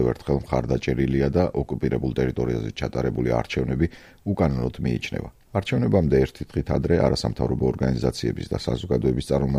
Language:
Georgian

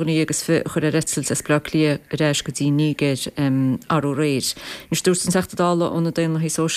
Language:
Irish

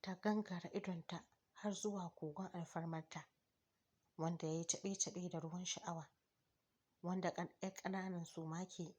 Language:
Hausa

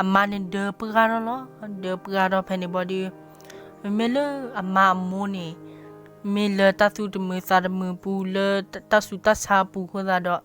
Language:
S'gaw Karen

